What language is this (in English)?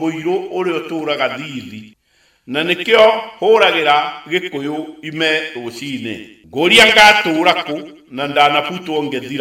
Kikuyu